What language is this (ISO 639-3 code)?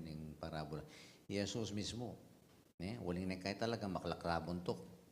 pam